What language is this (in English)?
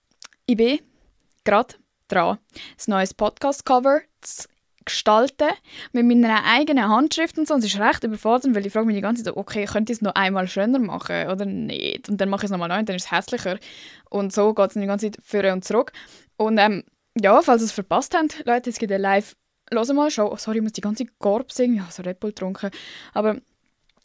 Swiss German